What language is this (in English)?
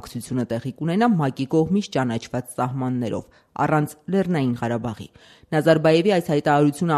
Armenian